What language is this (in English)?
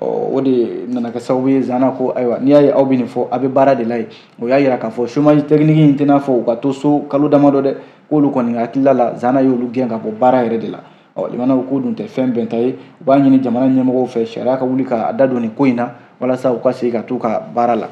Bambara